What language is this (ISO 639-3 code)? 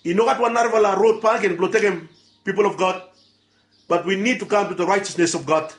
bis